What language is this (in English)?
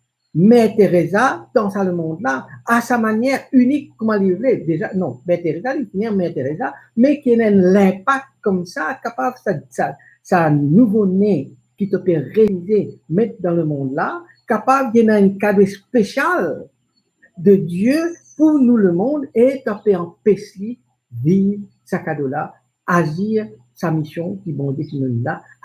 Morisyen